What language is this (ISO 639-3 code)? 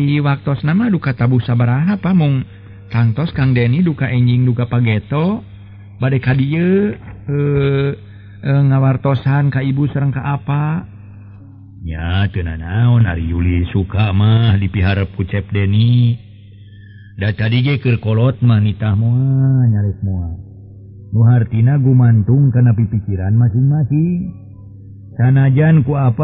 sun